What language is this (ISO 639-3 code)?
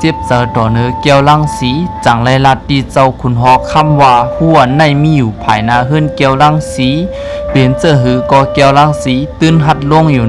shn